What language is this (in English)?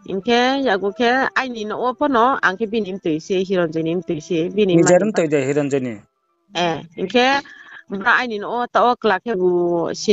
Riang (India)